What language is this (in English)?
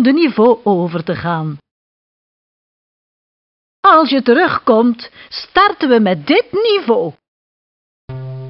Dutch